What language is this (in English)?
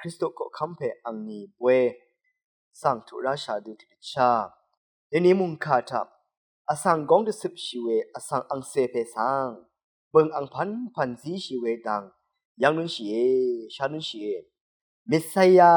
Rawang